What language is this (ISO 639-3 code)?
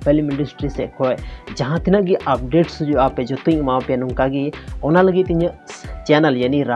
sat